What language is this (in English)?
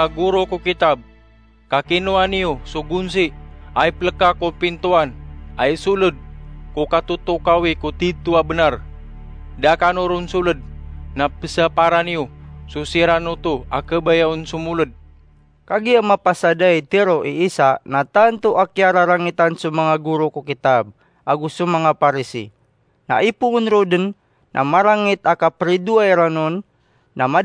Maranao